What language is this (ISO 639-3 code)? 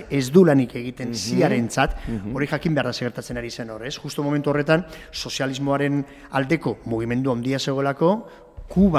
eus